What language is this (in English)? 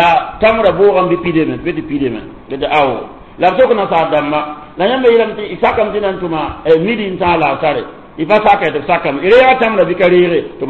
Mossi